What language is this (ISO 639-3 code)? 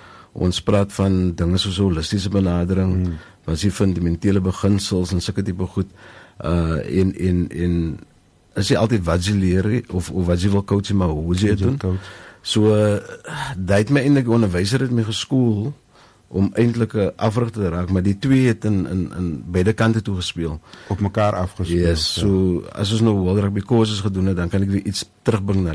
afr